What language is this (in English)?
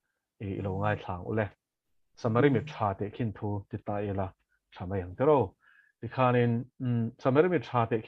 Mizo